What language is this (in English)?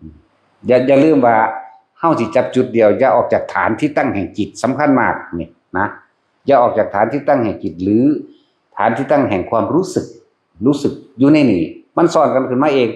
Northeastern Thai